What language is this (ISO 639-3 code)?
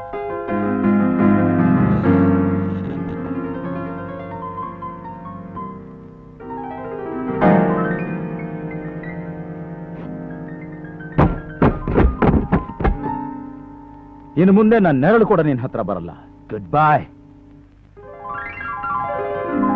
kan